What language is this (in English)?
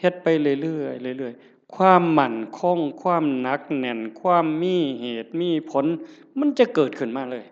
Northeastern Thai